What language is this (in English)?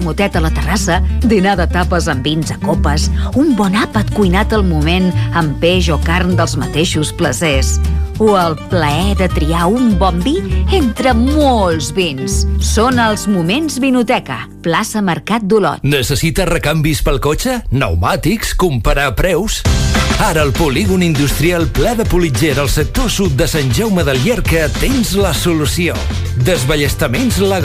Catalan